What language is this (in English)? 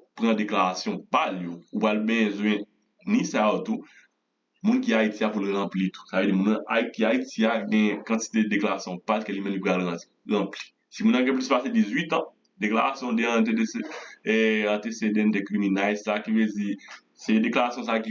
Haitian Creole